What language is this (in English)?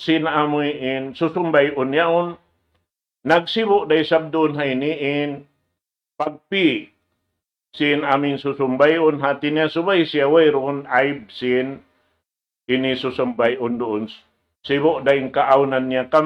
Tausug